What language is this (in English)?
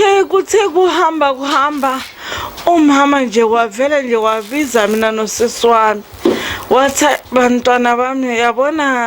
Zulu